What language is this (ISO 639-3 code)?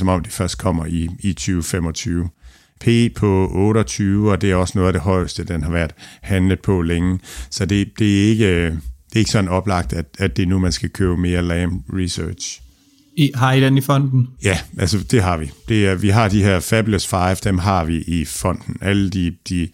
dan